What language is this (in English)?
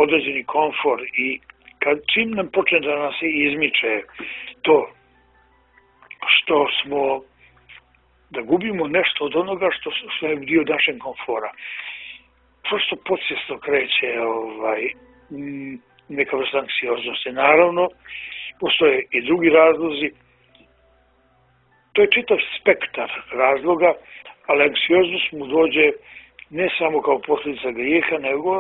Bosnian